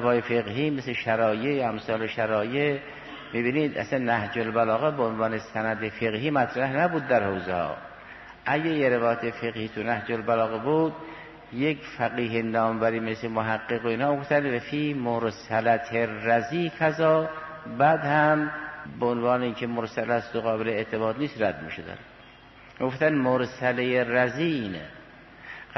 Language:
Persian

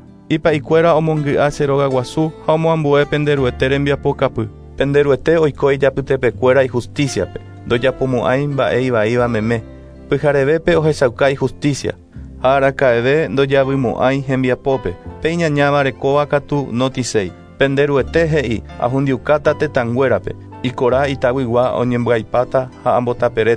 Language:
Guarani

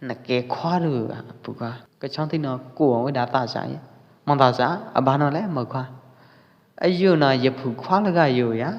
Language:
Pwo Eastern Karen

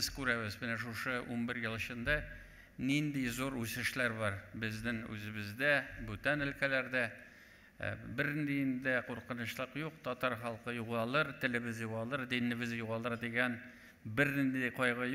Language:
Tatar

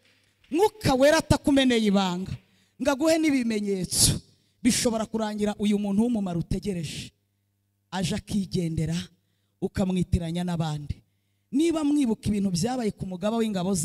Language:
Kinyarwanda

